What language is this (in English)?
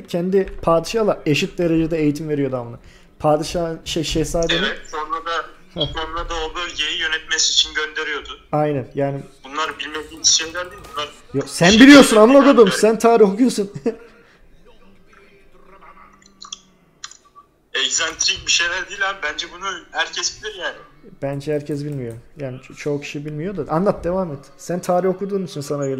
Turkish